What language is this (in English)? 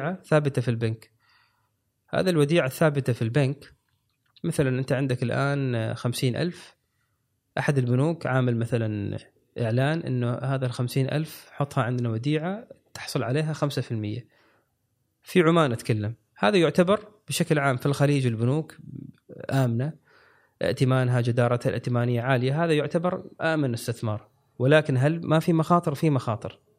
Gulf Arabic